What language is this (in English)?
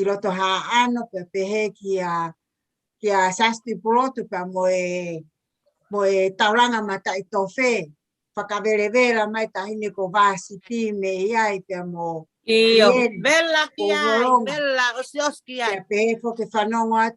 Tongan